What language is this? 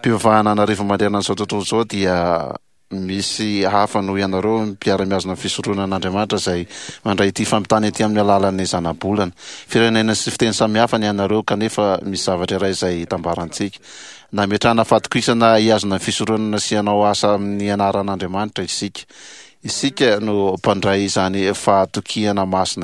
Malagasy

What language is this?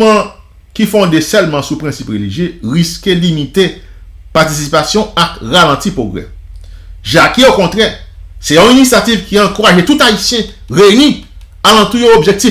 Haitian Creole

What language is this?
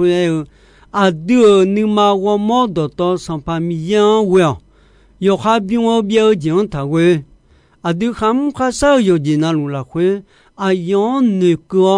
Akha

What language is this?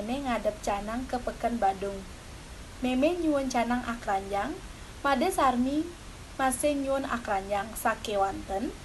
Balinese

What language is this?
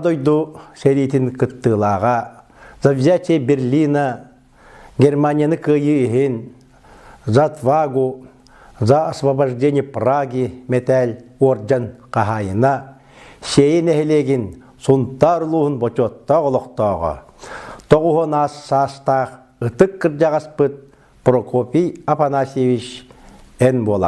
Yakut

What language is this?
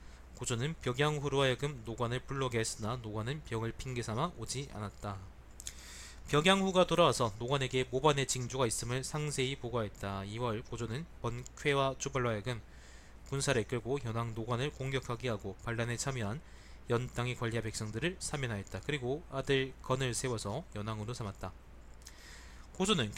Korean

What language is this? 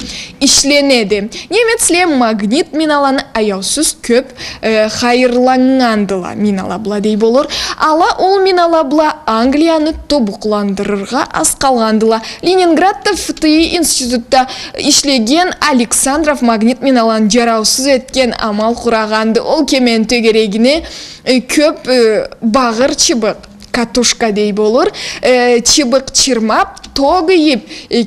Karachay-Balkar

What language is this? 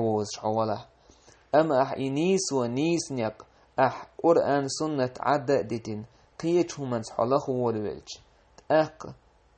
Chechen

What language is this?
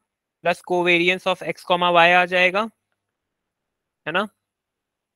Hindi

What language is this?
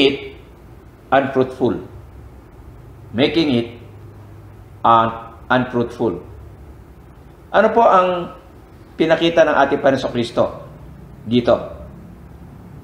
Filipino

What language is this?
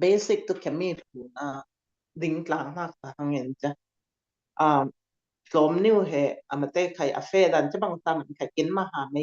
Falam Chin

